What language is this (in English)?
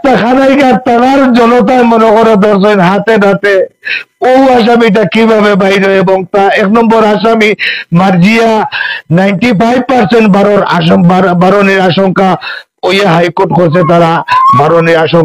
Sylheti